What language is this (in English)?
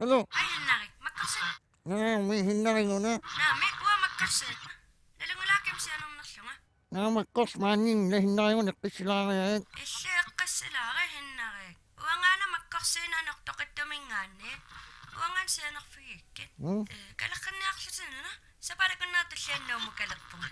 Kalaallisut